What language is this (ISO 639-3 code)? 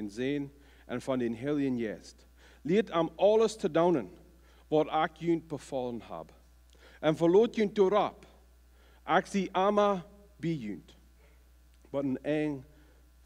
pdt